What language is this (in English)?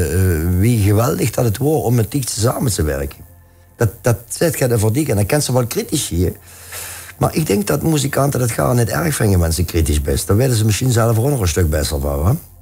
Limburgish